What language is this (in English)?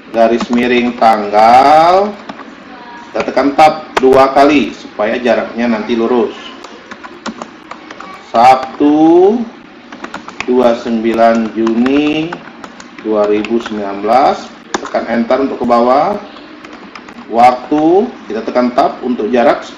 Indonesian